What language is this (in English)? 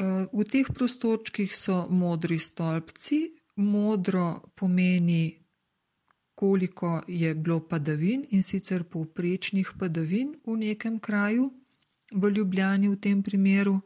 Slovenian